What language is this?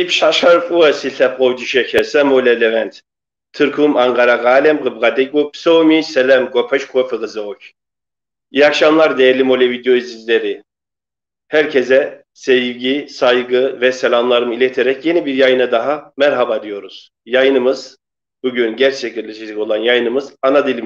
Kabardian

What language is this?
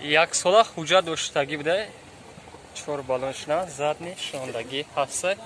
Tajik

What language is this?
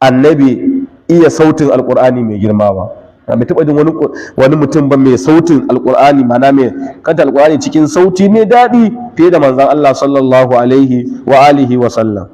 Hausa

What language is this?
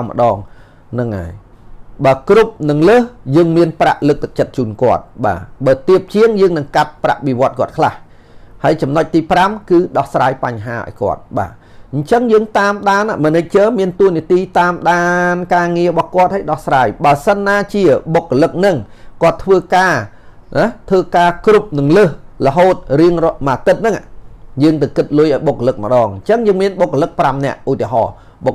Khmer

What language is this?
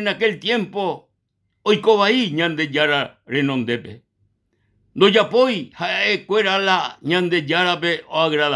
Guarani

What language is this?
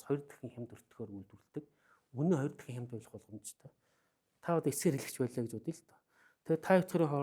Mongolian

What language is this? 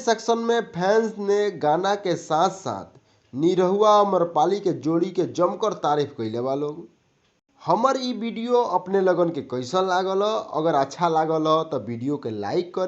Bhojpuri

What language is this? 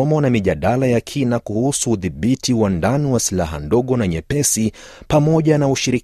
Swahili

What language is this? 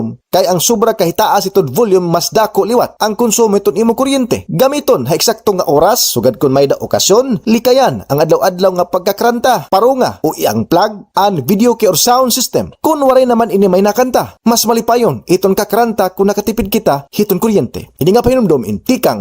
Waray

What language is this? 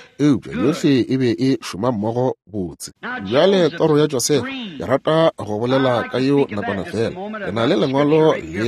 Northern Sotho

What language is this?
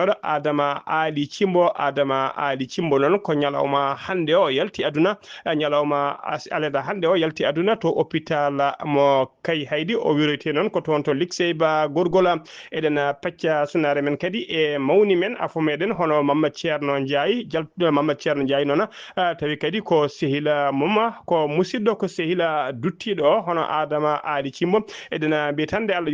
Fula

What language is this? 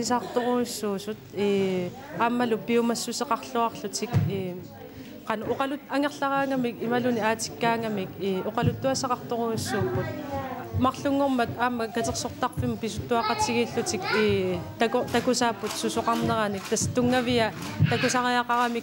Kalaallisut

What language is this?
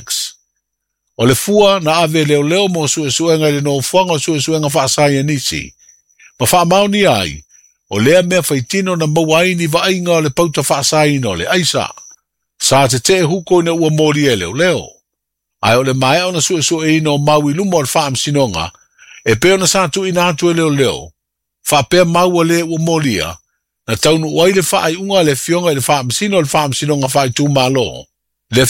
Samoan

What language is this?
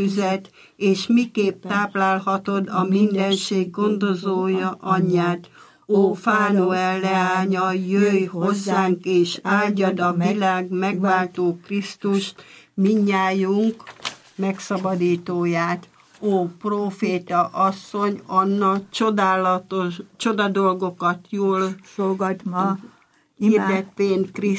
Hungarian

